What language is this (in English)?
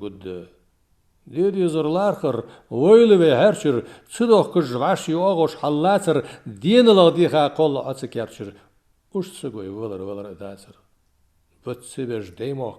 Ingush